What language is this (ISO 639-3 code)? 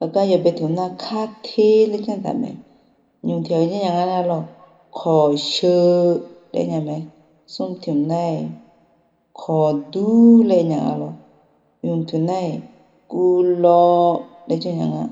ahk